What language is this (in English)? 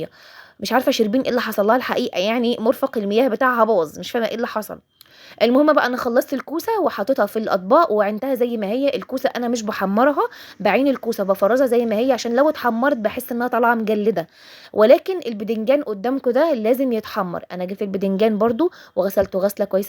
Egyptian Arabic